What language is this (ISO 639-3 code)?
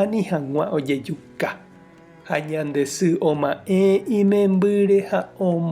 grn